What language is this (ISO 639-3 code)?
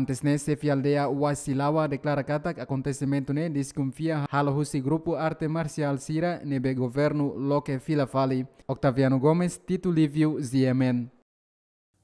tet